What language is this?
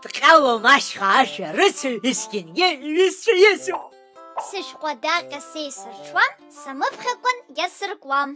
Abkhazian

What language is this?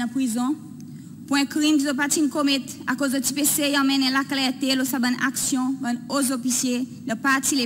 Seselwa Creole French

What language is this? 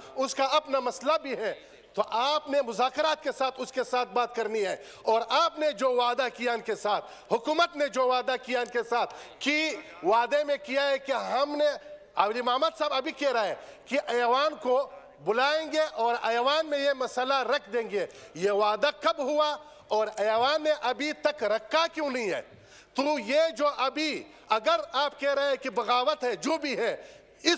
Urdu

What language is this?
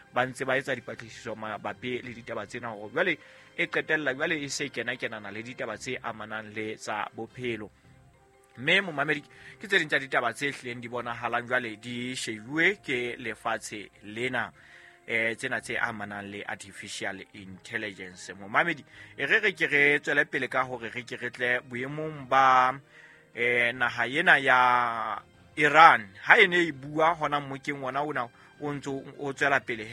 Southern Sotho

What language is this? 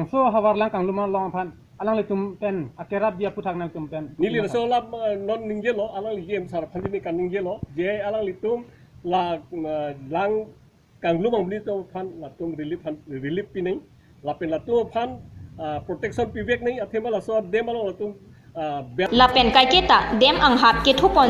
Karbi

